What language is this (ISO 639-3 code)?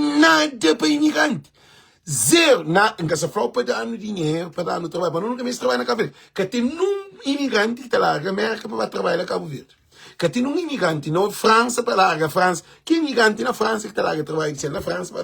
kea